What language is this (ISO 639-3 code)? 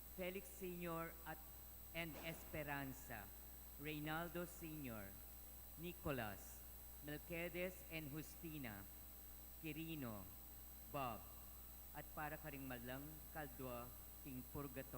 pam